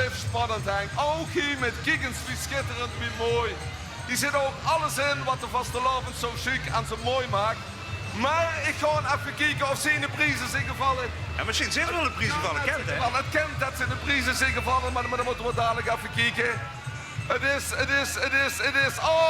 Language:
Limburgish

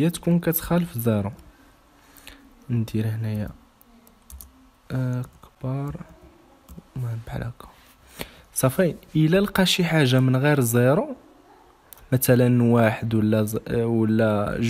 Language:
Moroccan Arabic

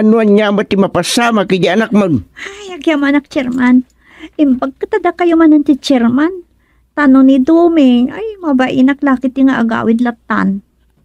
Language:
Iloko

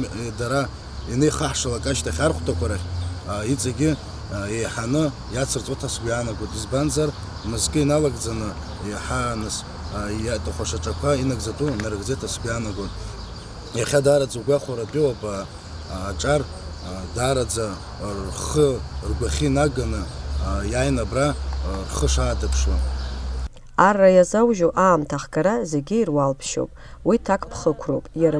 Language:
Abkhazian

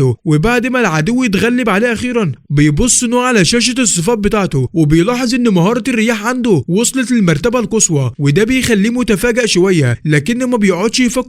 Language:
Egyptian Arabic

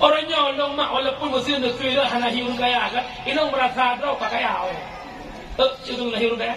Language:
Achinese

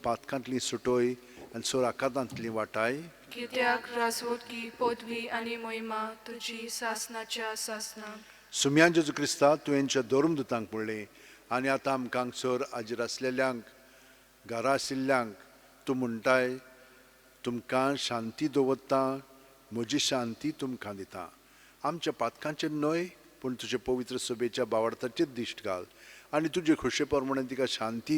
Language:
Konkani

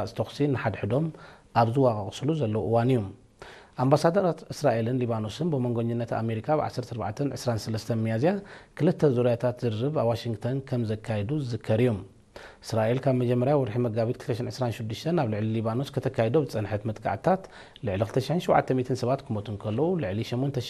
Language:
Tigrinya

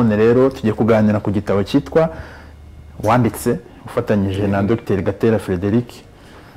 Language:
Kinyarwanda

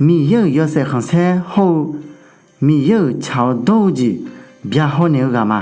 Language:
Akha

